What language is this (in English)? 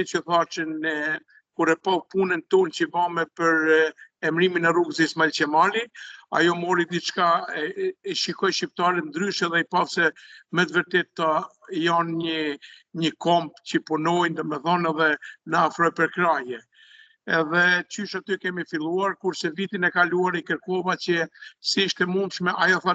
Albanian